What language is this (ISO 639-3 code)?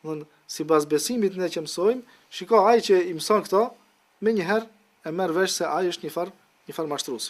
sqi